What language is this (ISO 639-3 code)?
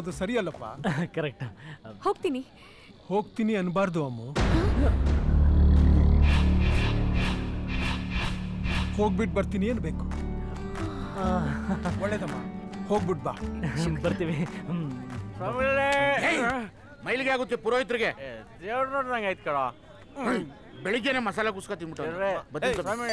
kan